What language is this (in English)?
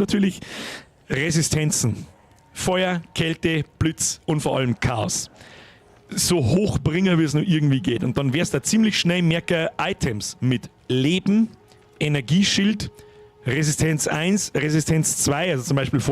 Bavarian